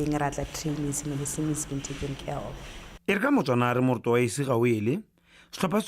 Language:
Tswana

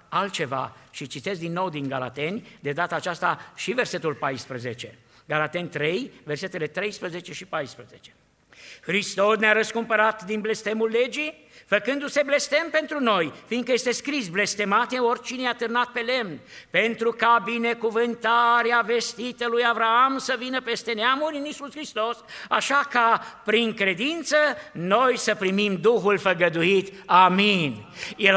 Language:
Romanian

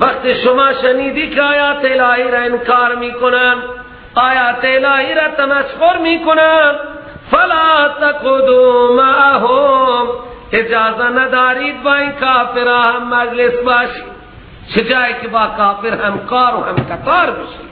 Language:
Persian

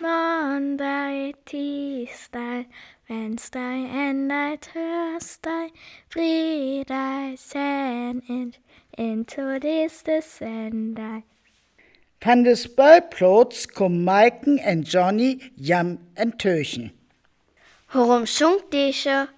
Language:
Northern Frisian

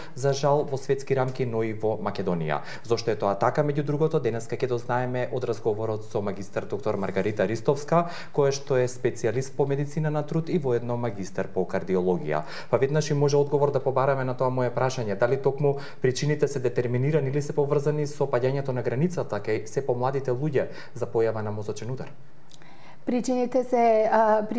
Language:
Macedonian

